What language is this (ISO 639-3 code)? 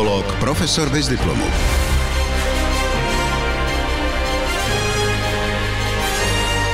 slk